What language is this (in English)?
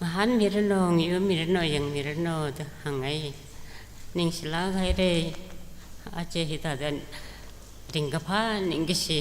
Tangkhul Naga (India)